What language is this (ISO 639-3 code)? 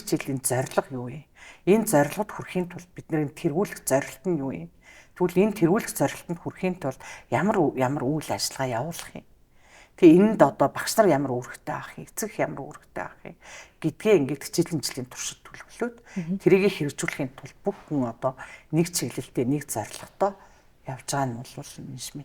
mon